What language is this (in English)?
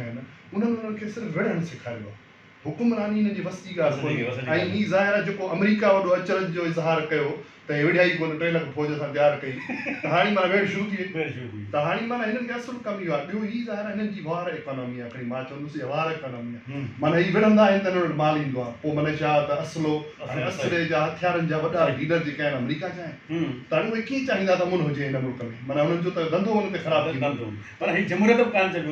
Sindhi